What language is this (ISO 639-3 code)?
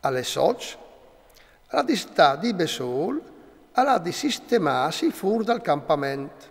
fur